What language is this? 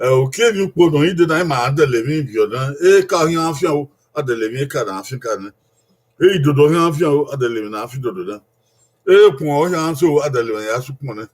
Bini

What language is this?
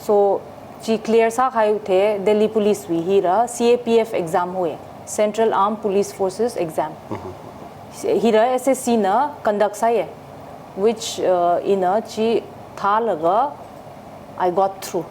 Tangkhul Naga (India)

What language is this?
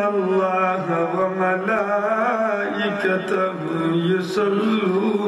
Sylheti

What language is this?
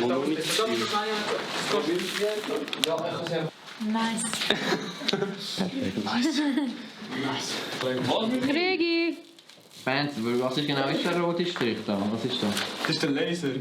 Swiss German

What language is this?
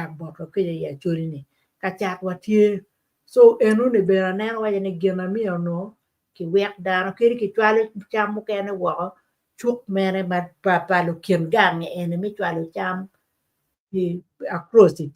Acoli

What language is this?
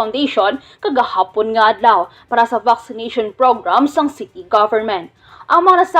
Hiligaynon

